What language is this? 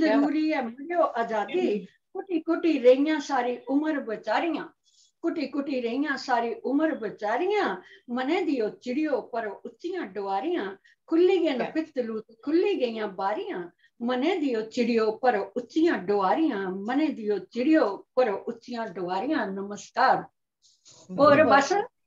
Dogri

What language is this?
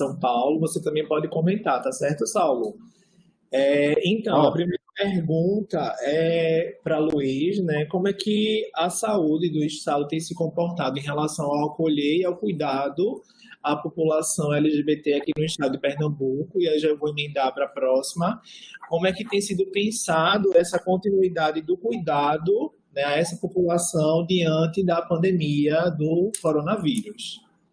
Portuguese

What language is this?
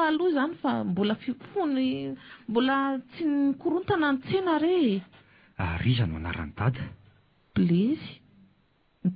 Malagasy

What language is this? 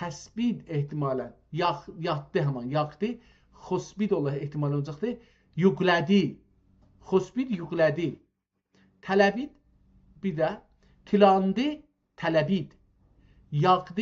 South Azerbaijani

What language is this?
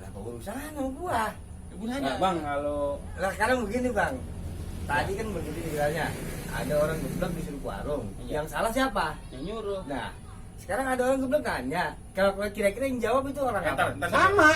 Betawi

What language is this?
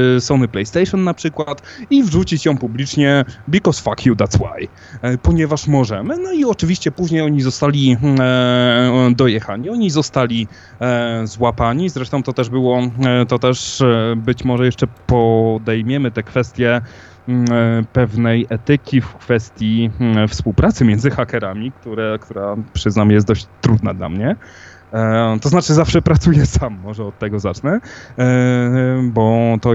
Polish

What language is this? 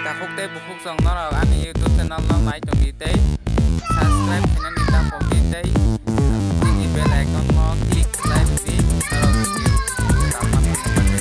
Kok Borok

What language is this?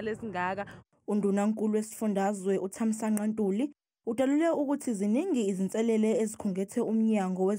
Zulu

